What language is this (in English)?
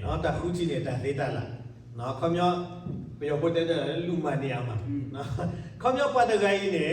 S'gaw Karen